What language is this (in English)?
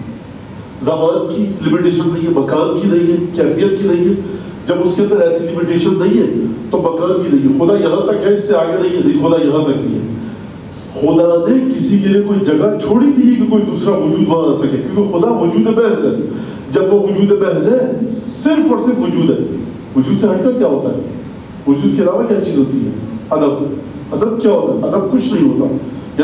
Urdu